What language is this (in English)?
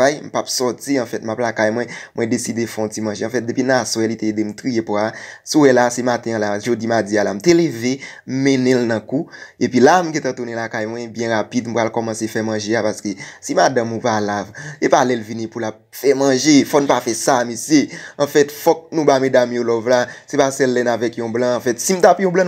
Haitian Creole